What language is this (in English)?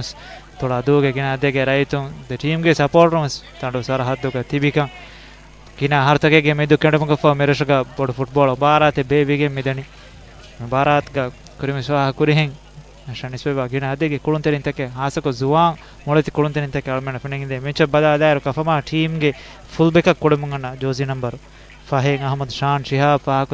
Divehi